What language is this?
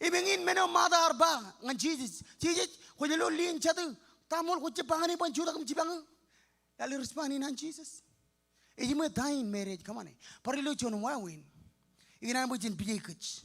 Marshallese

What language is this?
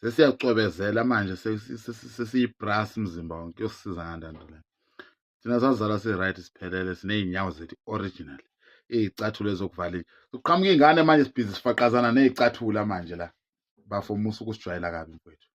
Zulu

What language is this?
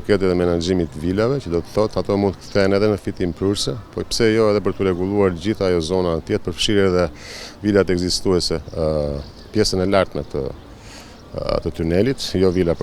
Albanian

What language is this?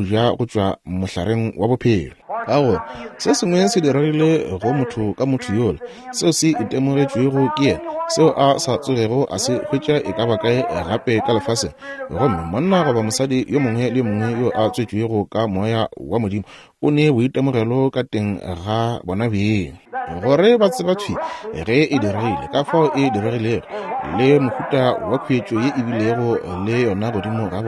Northern Sotho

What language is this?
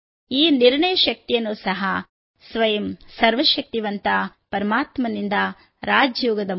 Kannada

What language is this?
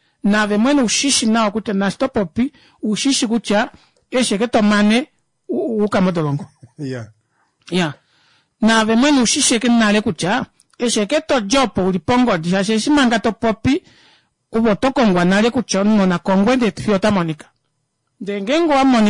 Kuanyama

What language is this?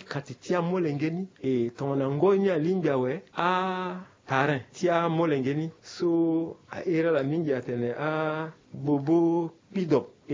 Sango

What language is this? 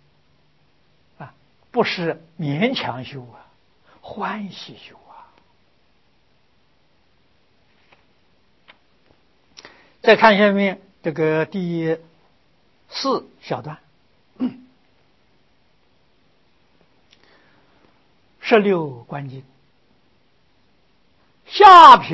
Chinese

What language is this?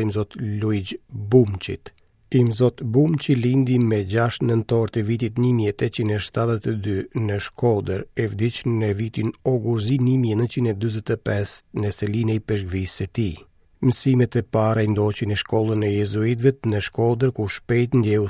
Albanian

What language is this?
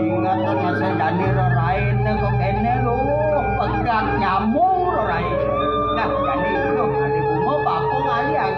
Balinese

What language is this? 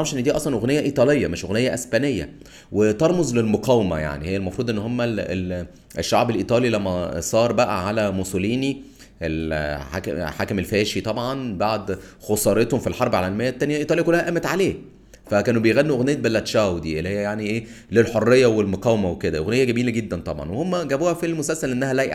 Egyptian Arabic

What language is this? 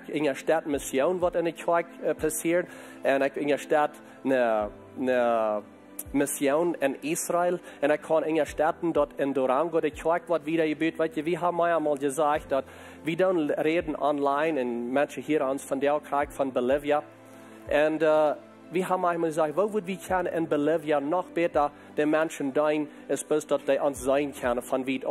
Plautdietsch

